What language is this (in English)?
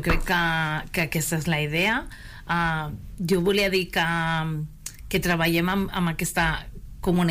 Catalan